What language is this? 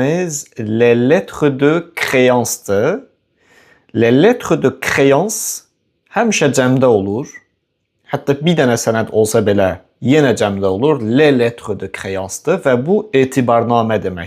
Azerbaijani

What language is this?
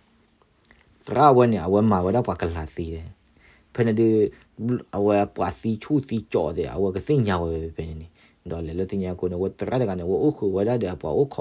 S'gaw Karen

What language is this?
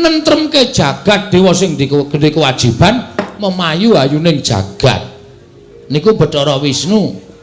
Javanese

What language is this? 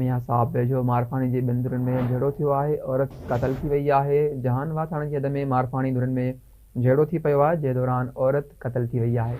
Sindhi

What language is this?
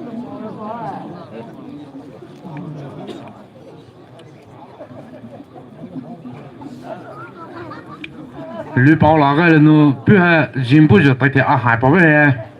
Poumei Naga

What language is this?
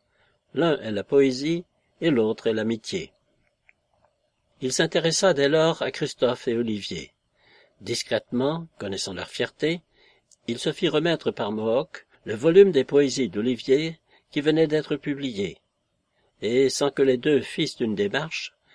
French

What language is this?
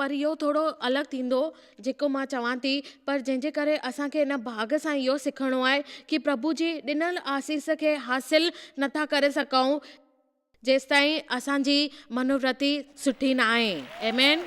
Sindhi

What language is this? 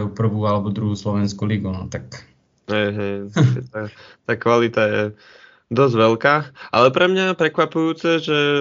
Slovak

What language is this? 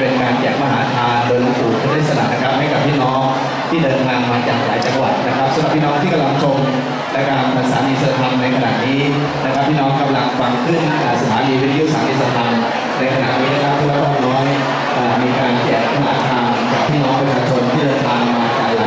Thai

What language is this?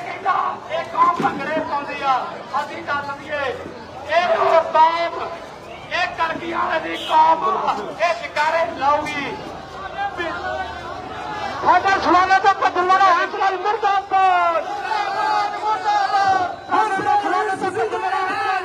Punjabi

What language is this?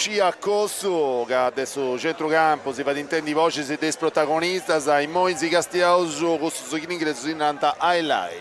Sardinian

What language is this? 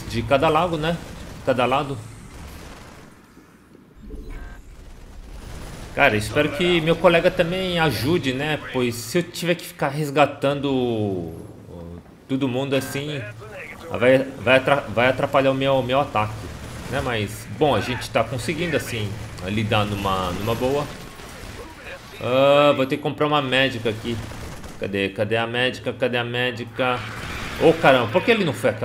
Portuguese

